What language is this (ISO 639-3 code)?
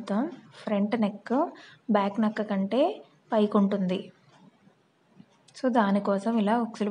tel